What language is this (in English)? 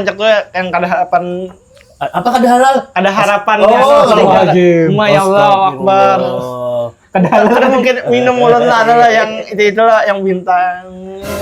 Banjar